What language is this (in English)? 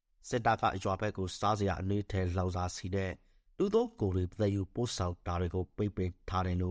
Burmese